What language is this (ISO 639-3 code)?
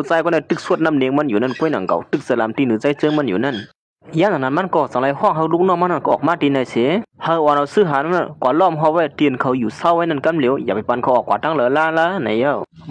shn